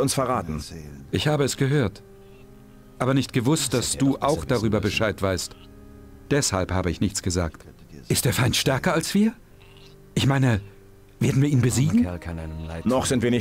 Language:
Bavarian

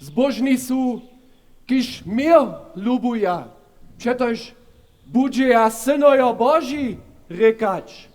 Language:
Upper Sorbian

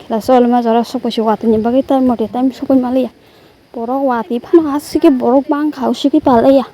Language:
Kok Borok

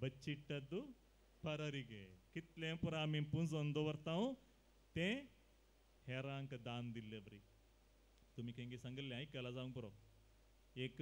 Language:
Konkani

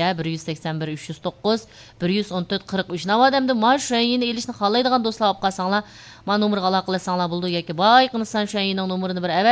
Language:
Uyghur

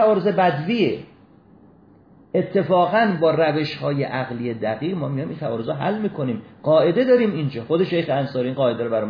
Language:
Persian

